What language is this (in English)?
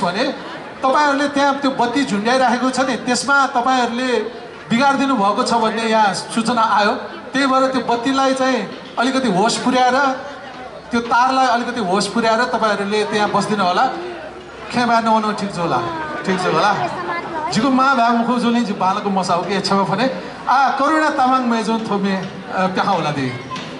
Newari